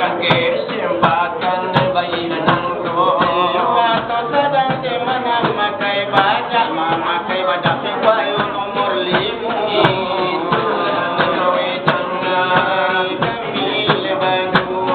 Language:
Minangkabau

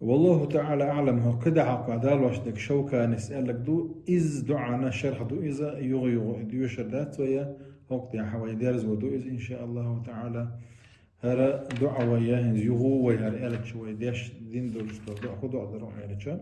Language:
Chechen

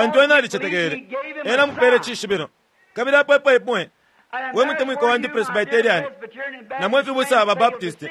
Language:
Bemba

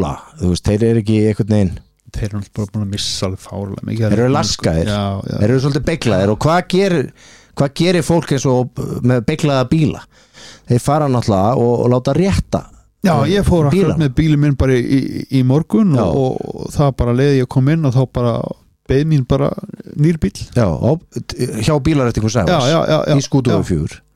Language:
Icelandic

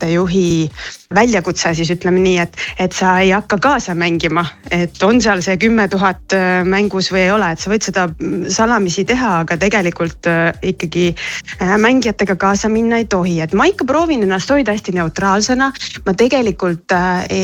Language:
Estonian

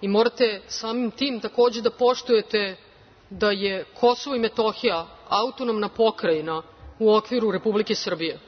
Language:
Serbian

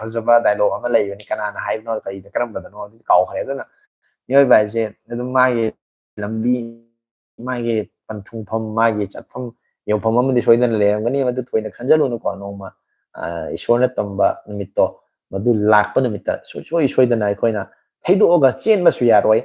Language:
Manipuri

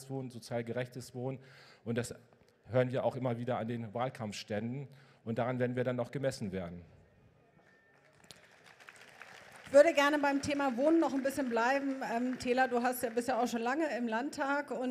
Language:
German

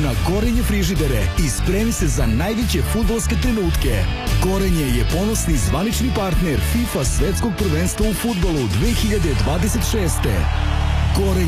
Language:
Serbian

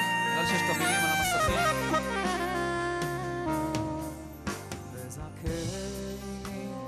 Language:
Hebrew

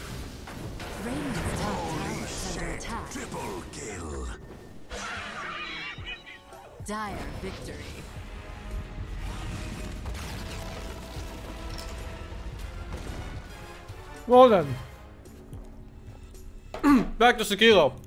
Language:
English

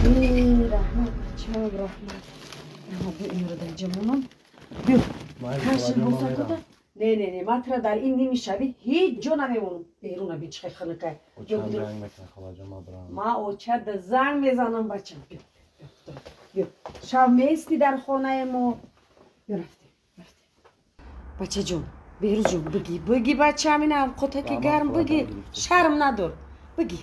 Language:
Tajik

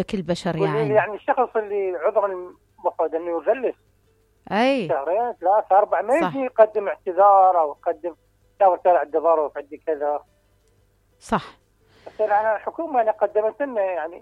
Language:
Mesopotamian Arabic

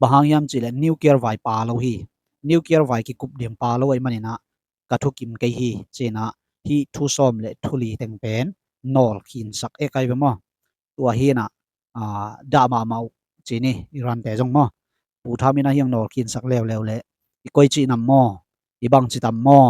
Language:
Tedim Chin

